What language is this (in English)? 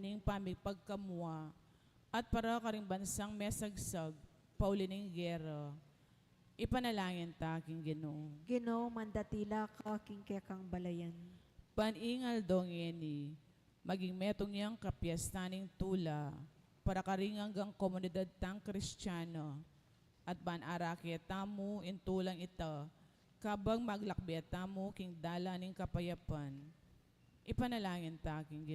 Pampanga